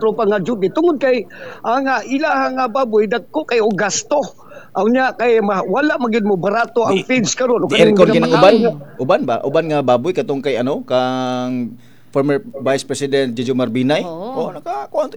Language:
Cebuano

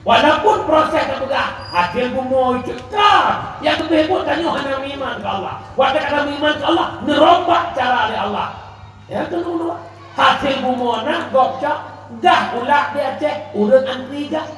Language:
Achinese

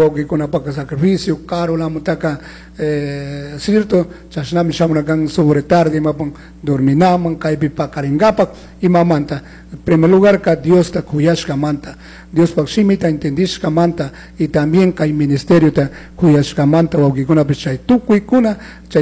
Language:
Chimborazo Highland Quichua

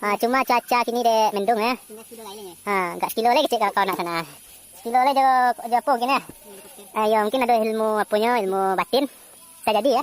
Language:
Minangkabau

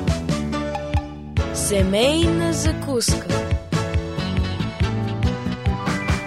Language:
Bulgarian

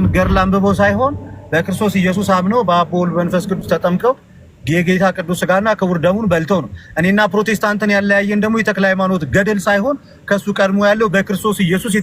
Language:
Amharic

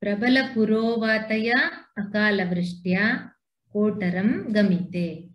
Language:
Sanskrit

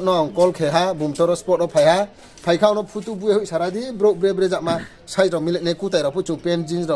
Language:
Riang (India)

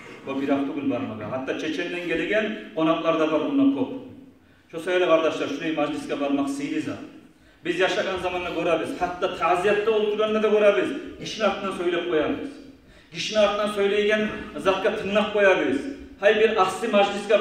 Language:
Kumyk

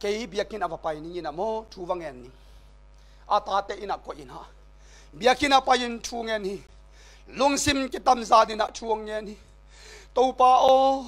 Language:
Tedim Chin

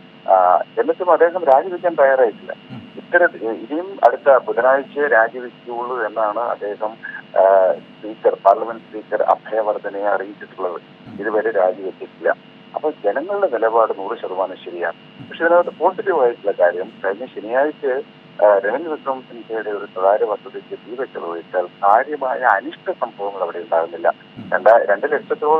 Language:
Malayalam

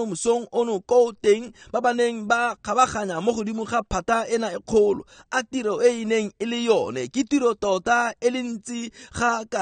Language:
Tswana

